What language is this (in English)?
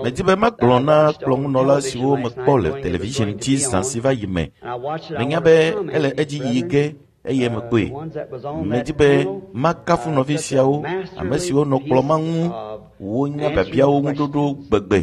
Ewe